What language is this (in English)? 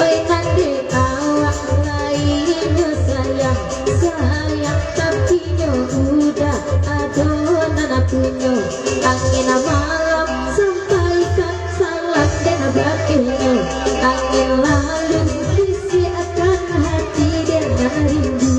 Minangkabau